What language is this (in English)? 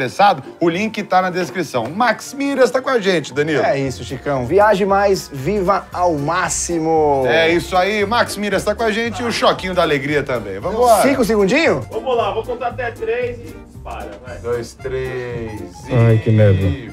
Portuguese